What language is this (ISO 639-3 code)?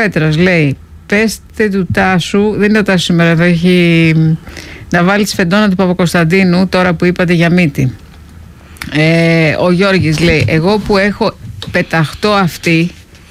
ell